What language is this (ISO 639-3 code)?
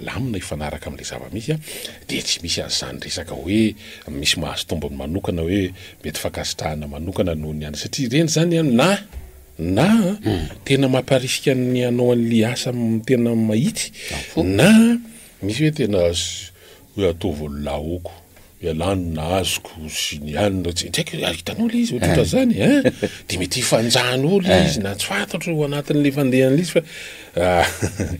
mlg